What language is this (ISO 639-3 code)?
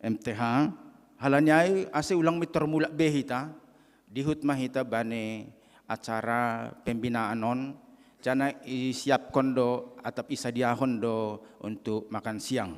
bts